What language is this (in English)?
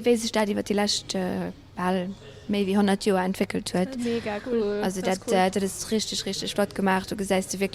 Luxembourgish